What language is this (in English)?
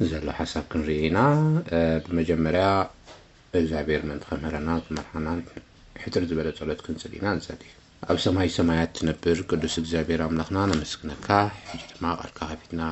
Tigrinya